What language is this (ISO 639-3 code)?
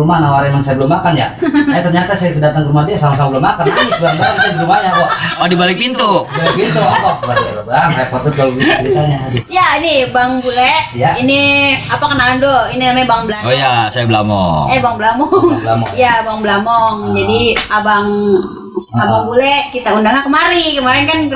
bew